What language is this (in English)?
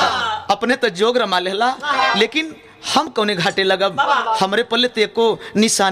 Bhojpuri